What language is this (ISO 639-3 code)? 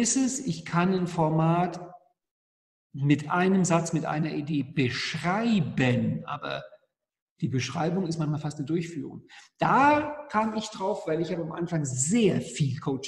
deu